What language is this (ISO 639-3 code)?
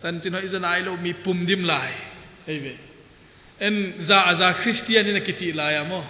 pck